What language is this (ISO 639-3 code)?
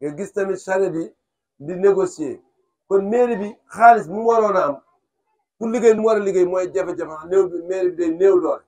wol